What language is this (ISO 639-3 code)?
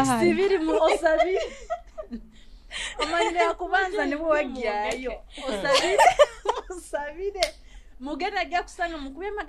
nyo